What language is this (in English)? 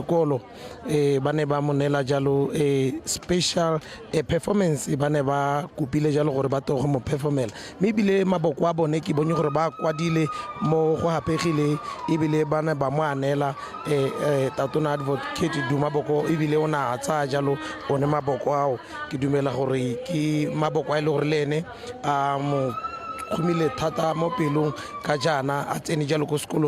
Tswana